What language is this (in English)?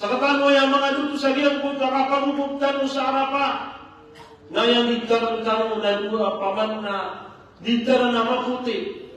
Maranao